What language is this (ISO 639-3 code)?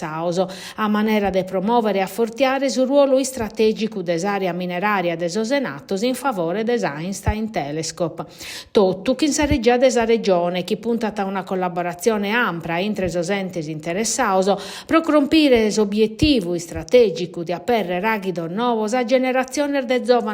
srd